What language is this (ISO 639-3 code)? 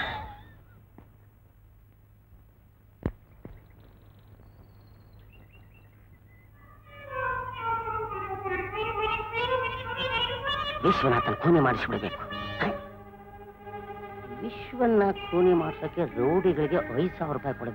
kan